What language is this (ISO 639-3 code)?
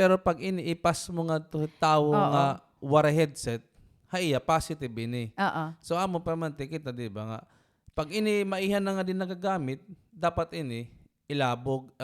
war